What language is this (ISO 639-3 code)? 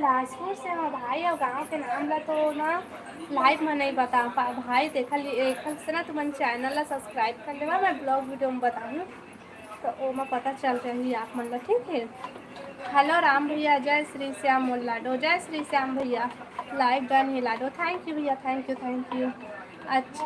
hne